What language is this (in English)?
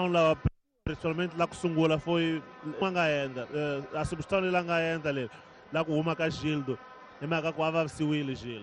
Tsonga